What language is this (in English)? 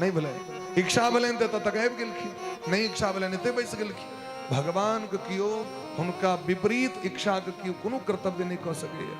Maithili